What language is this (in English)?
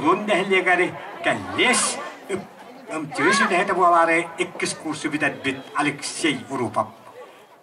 Yakut